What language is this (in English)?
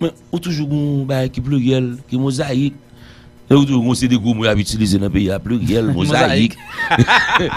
Haitian Creole